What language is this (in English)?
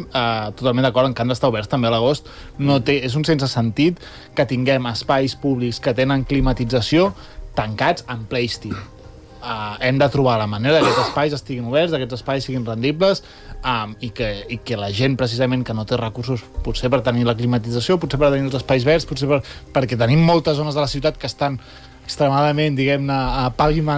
Catalan